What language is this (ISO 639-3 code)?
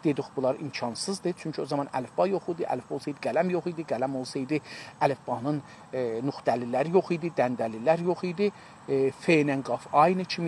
azb